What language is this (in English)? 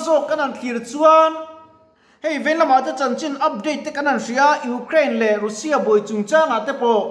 Mizo